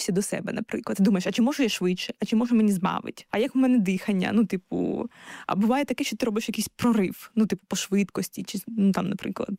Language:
Ukrainian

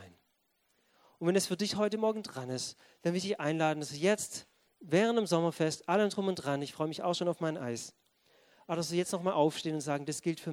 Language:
German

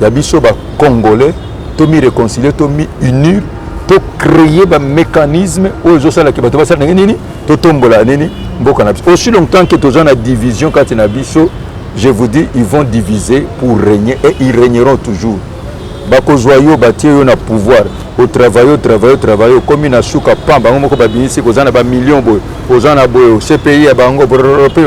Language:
Lingala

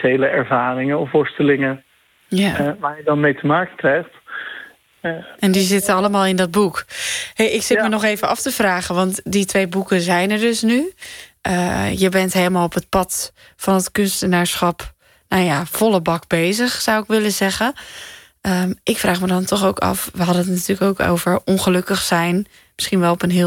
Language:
Dutch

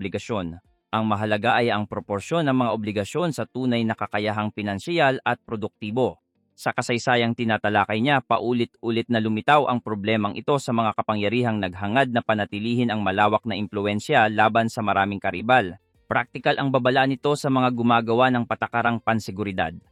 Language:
Filipino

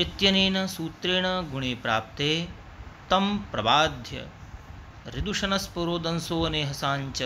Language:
Sanskrit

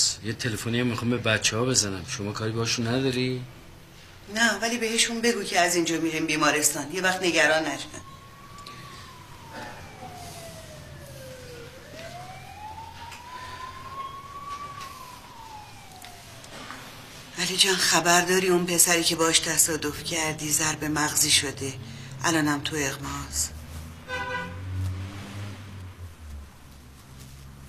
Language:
Persian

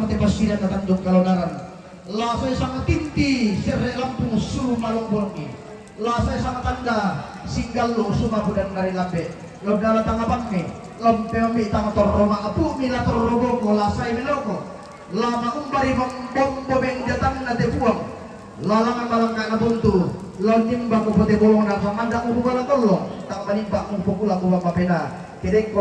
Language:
Toraja-Sa'dan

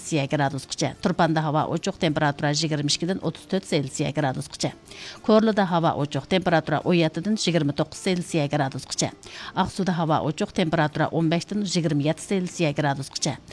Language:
Uyghur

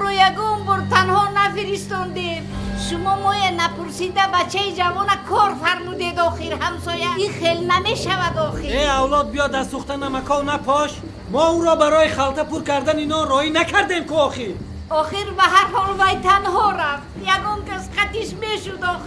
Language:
Tajik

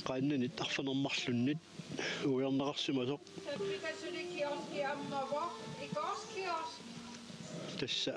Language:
Kalaallisut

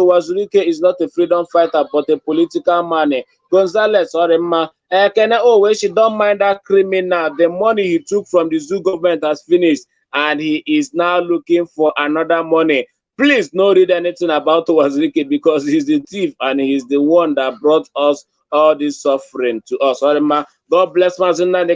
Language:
Igbo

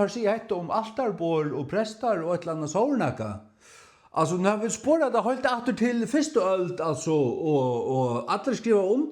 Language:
Faroese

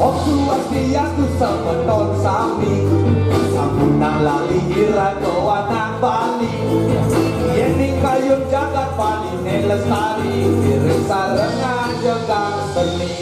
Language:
Balinese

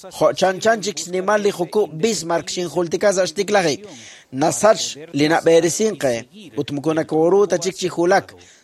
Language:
Kekchí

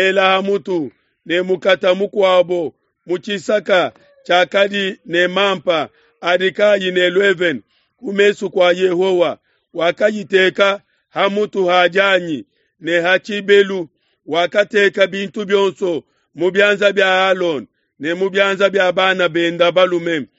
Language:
Luba-Lulua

